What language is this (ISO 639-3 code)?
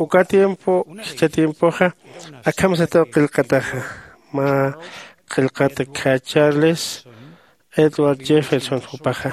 aym